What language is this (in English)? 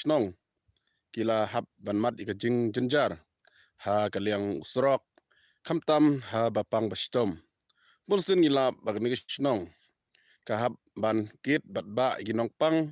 Khasi